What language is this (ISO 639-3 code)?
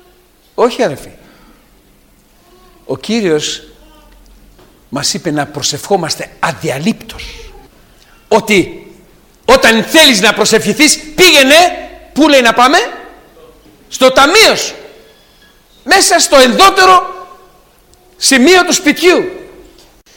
ell